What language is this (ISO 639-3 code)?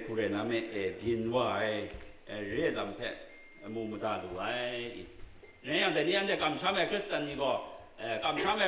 kac